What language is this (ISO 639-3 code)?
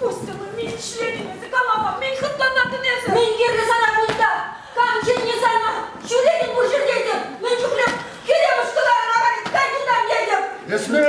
chv